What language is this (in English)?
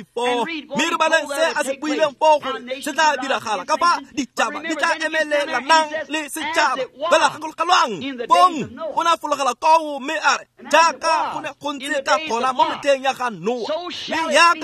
Tswana